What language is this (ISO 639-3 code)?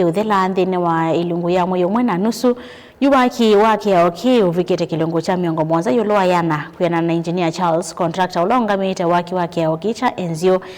kam